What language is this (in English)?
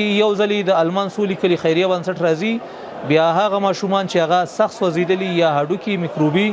Pashto